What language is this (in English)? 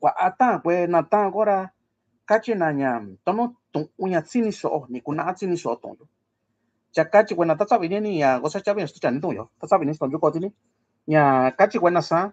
Mixtepec Mixtec